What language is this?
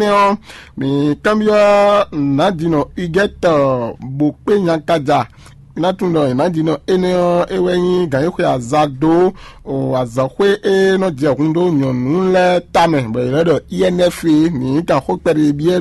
Fon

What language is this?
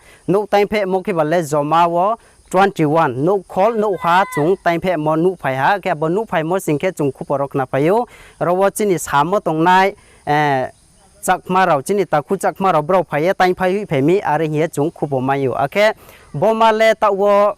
Riang (India)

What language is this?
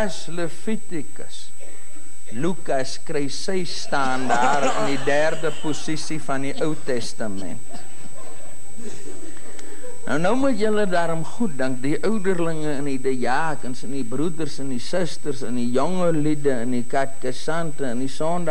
Afrikaans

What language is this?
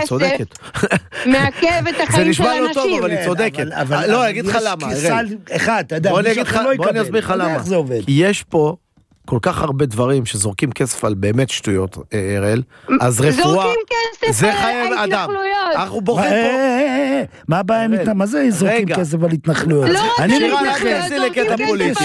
Hebrew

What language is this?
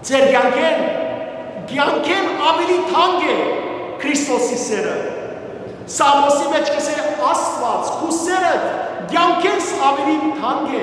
Western Armenian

